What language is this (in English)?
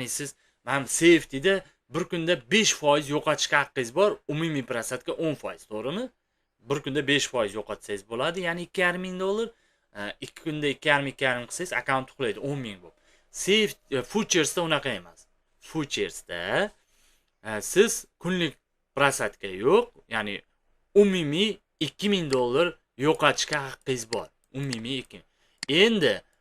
Uzbek